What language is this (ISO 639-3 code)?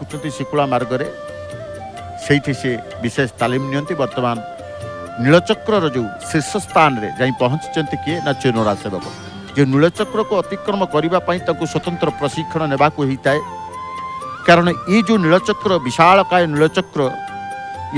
ori